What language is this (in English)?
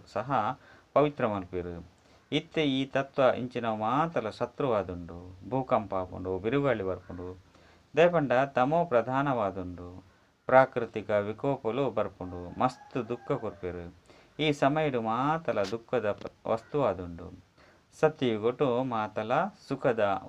Tulu